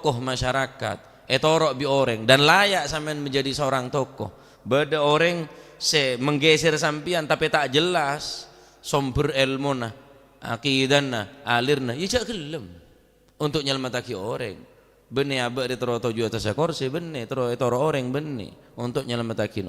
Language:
Madurese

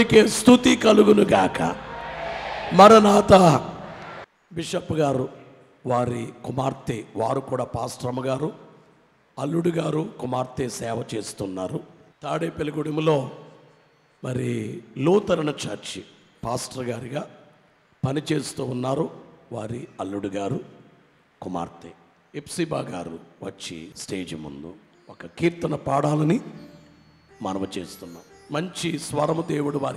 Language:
Telugu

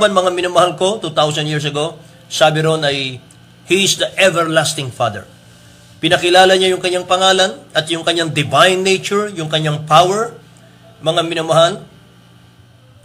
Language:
Filipino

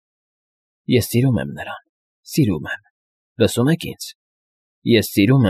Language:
Armenian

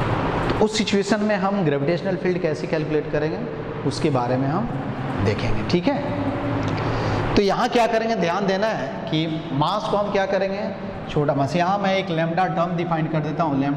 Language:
Hindi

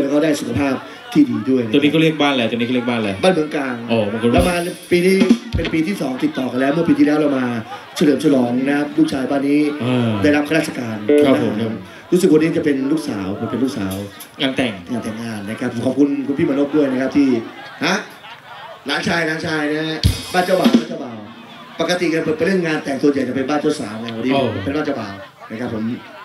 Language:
Thai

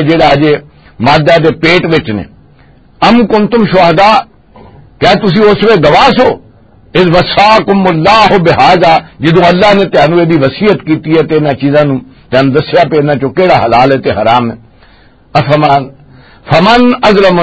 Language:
Western Panjabi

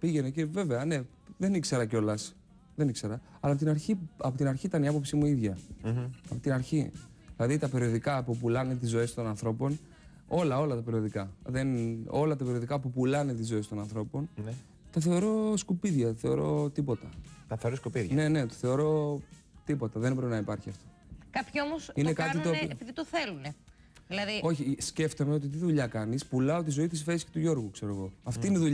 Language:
Greek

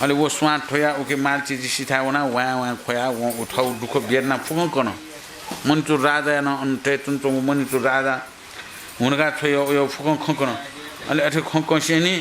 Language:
Newari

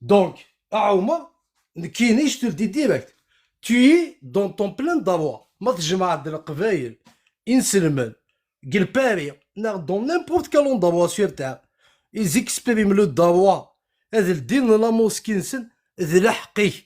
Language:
Kabyle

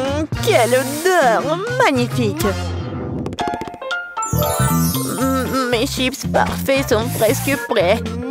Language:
French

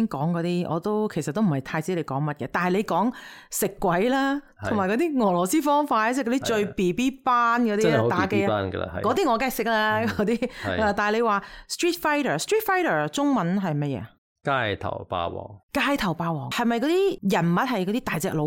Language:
Cantonese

